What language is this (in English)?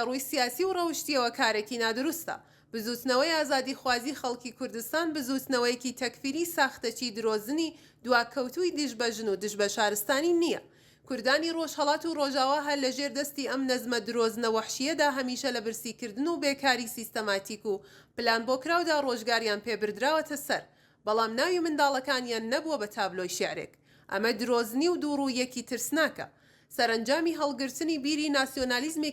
Central Kurdish